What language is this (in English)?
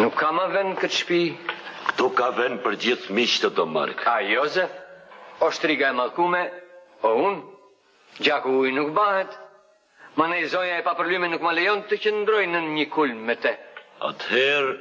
Albanian